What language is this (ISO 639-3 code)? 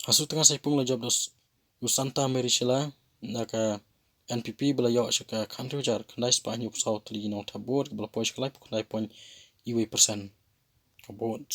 kha